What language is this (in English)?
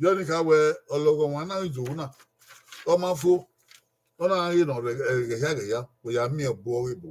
Bini